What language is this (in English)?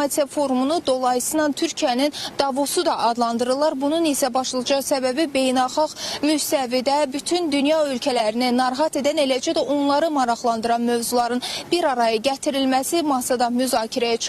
Azerbaijani